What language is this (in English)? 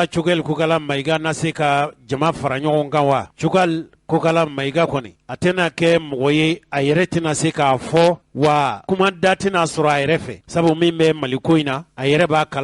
Bambara